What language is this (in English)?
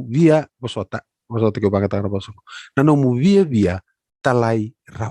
Fijian